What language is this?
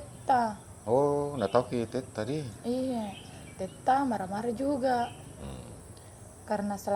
Makassar Malay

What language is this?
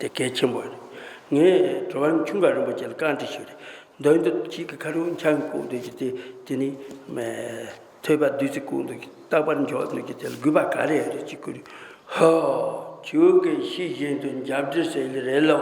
Tibetan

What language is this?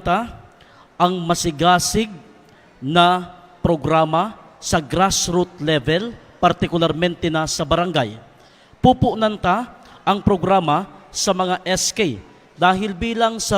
Bikol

